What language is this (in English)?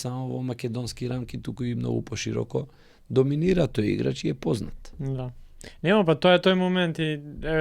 Macedonian